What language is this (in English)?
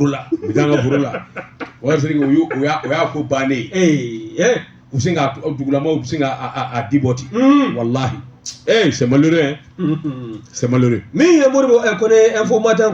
Bambara